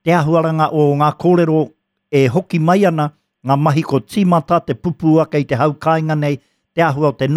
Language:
Māori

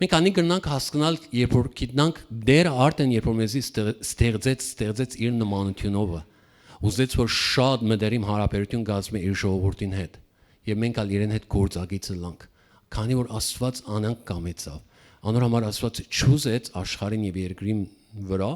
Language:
Western Armenian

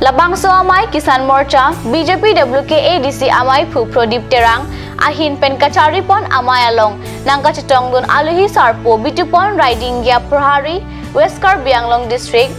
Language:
Karbi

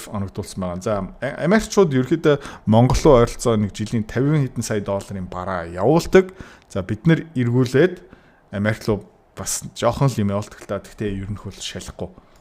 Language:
Mongolian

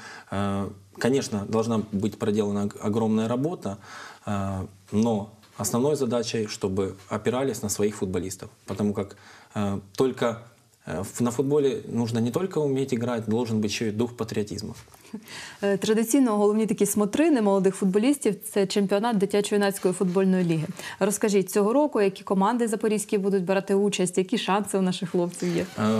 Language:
Ukrainian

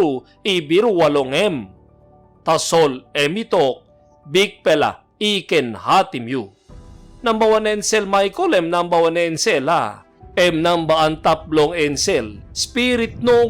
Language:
Tok Pisin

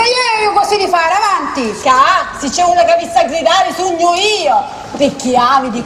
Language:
Sicilian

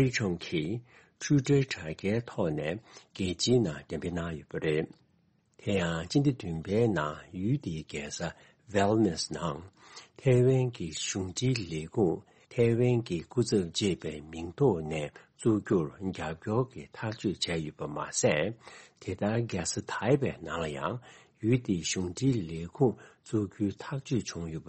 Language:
Tibetan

